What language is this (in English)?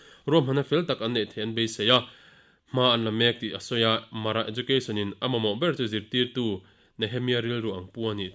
Mizo